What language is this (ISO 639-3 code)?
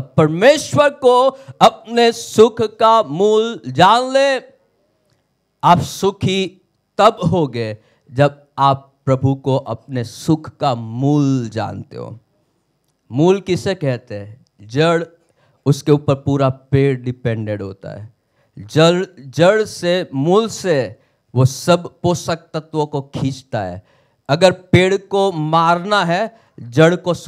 hin